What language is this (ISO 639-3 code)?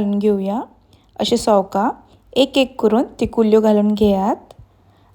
kok